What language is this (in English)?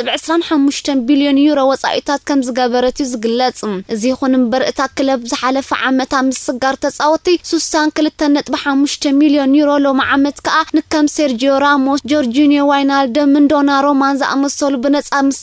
Tigrinya